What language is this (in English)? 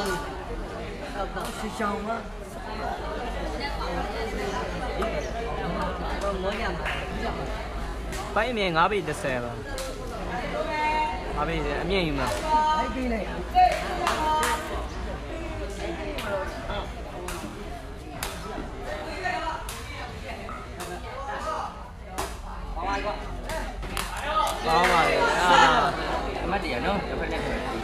Burmese